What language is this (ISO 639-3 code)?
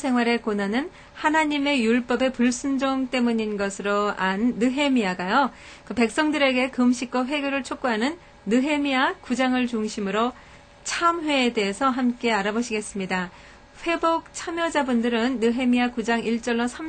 kor